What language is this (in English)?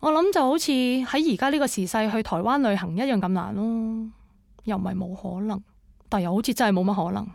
Cantonese